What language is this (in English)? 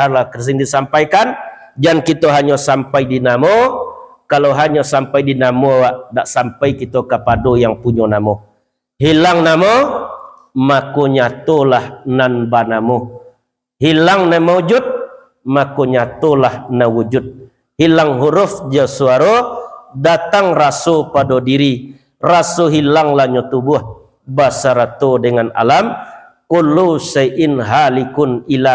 Minangkabau